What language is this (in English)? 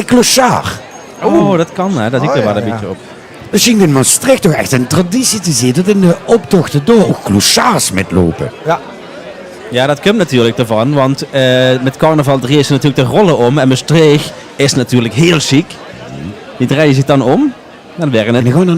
Limburgish